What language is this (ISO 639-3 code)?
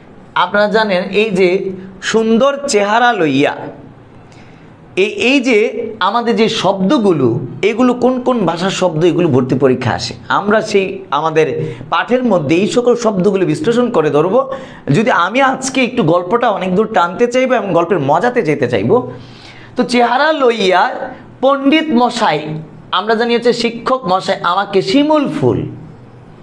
ben